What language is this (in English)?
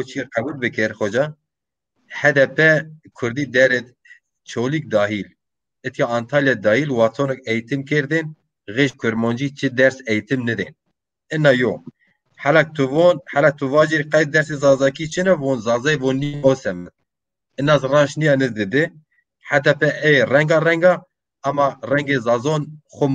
Zaza